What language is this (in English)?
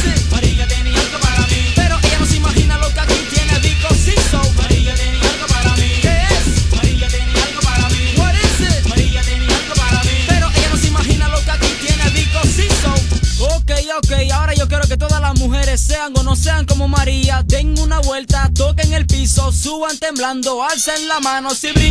Spanish